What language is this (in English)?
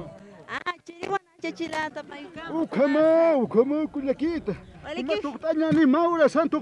Aymara